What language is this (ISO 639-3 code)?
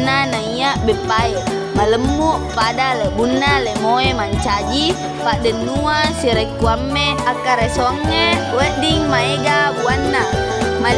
bug